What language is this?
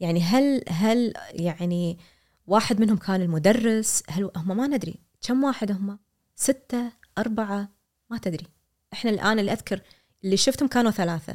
Gulf Arabic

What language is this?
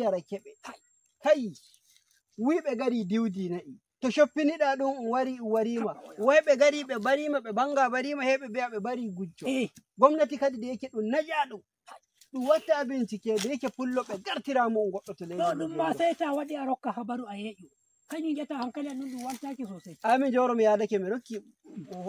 Nigerian Fulfulde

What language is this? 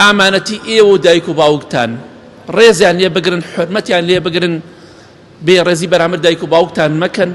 Central Kurdish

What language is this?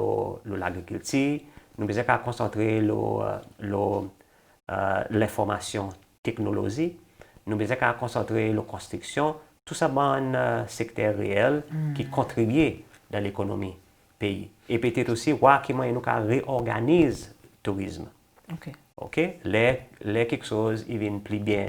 Seselwa Creole French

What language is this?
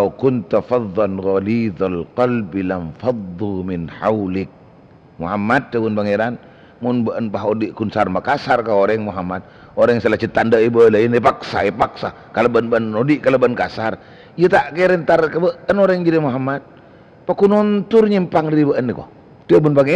Madurese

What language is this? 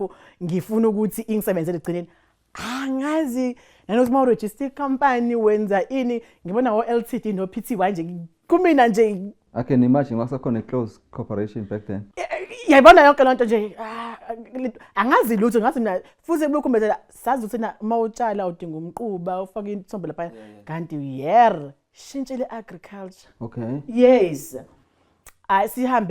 Zulu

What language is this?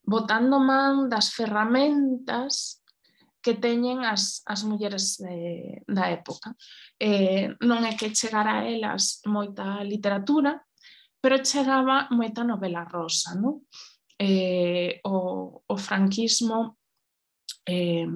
Galician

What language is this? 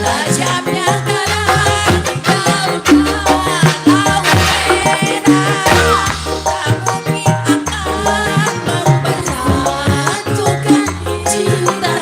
Betawi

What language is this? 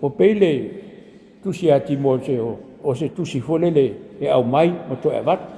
Samoan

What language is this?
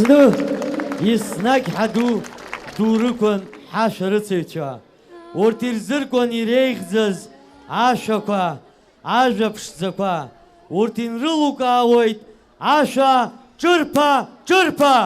Abkhazian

